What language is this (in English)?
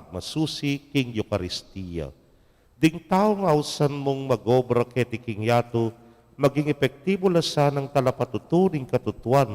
Pampanga